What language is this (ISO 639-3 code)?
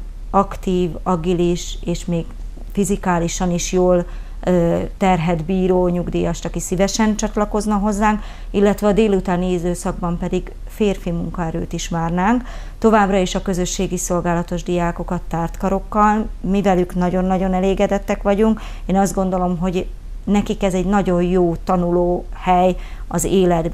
hun